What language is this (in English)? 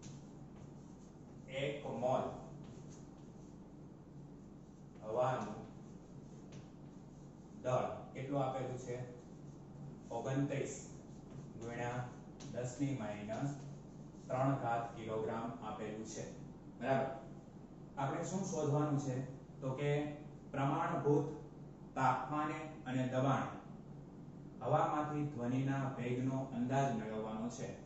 Gujarati